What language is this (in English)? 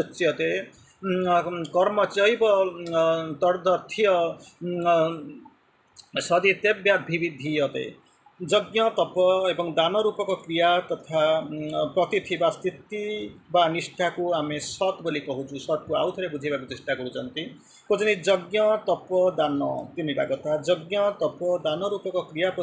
Odia